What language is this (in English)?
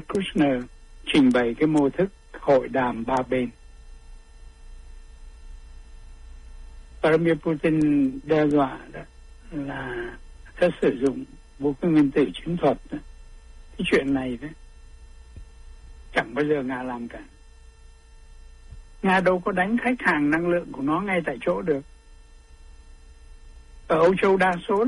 Vietnamese